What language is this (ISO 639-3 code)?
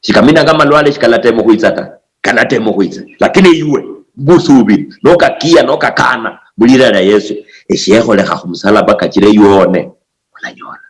luy